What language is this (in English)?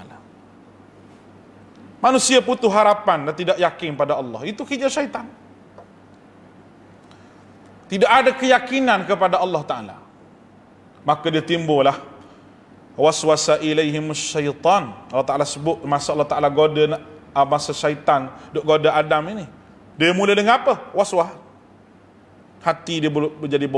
Malay